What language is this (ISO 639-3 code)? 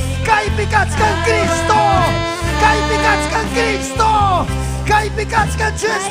quy